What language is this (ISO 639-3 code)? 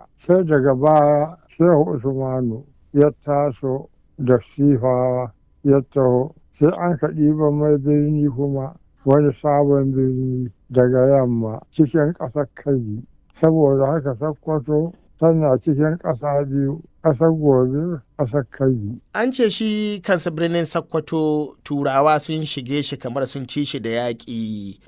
hau